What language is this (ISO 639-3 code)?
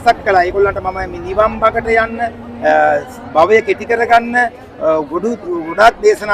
sin